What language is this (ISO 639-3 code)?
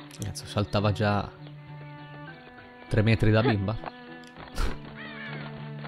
ita